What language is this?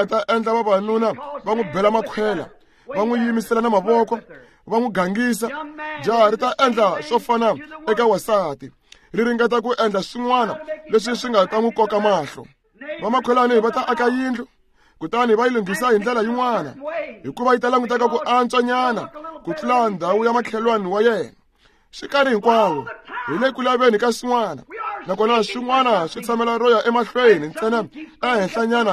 Tsonga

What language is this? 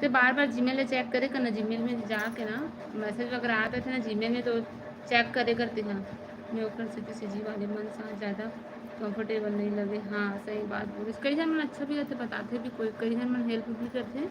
Chhattisgarhi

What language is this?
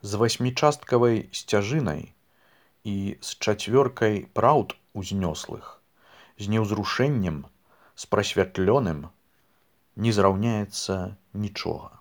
Belarusian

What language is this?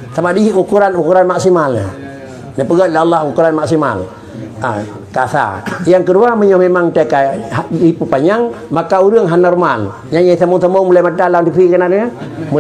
Achinese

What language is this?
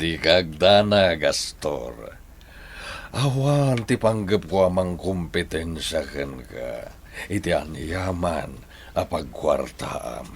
Iloko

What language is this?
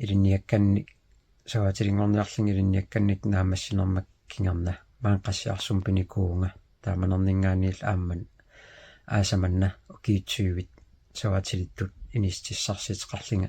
Kalaallisut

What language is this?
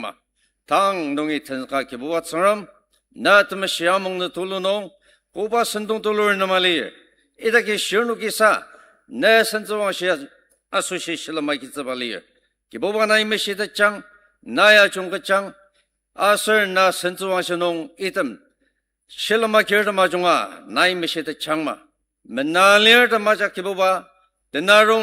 Ao Naga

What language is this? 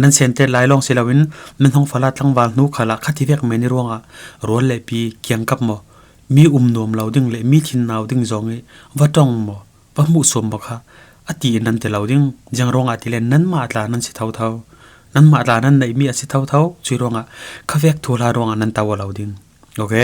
Falam Chin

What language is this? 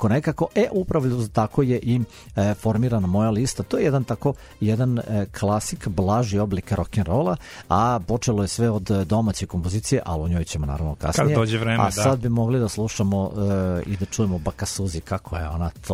Serbian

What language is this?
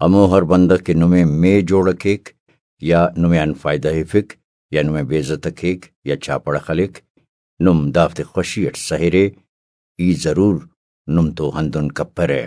Brahui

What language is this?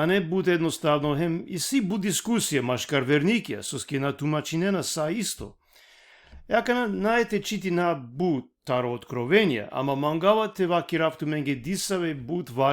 Balkan Romani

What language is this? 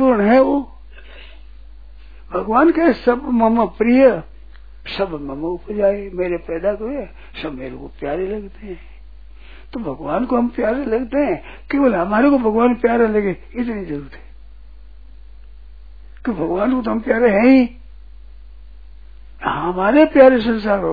Hindi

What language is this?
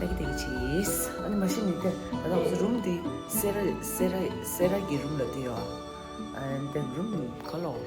Tibetan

